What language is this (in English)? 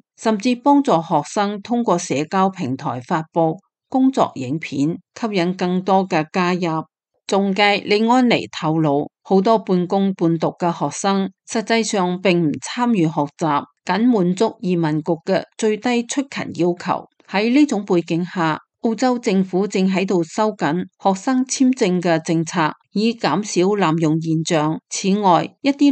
Cantonese